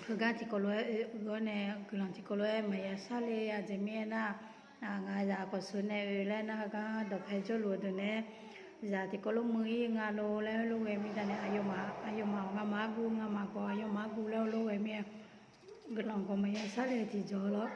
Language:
Akha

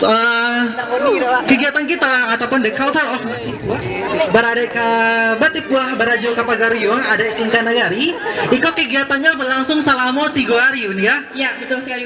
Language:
Minangkabau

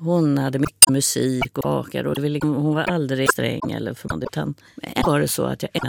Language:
Swedish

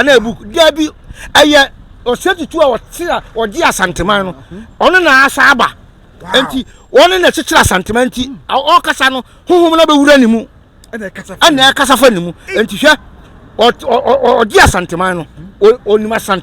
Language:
Akan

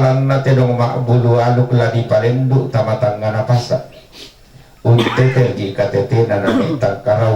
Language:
Toraja-Sa'dan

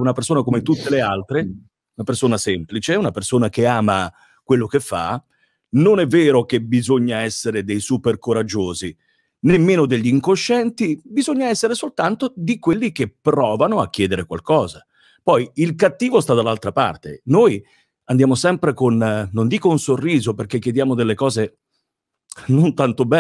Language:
Italian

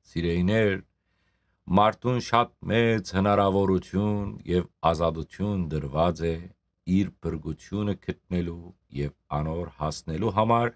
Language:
Western Armenian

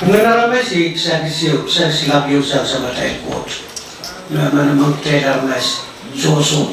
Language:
Pohnpeian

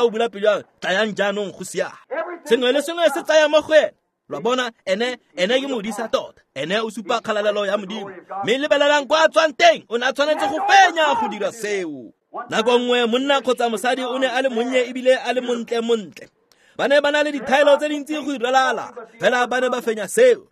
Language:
Tswana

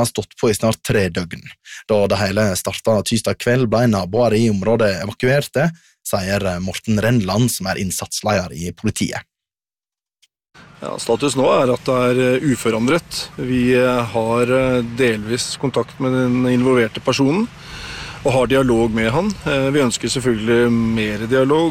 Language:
Norwegian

